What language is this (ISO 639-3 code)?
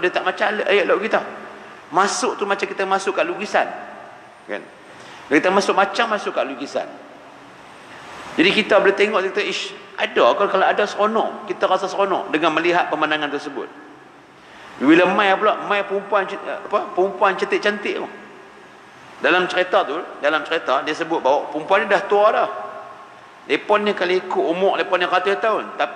msa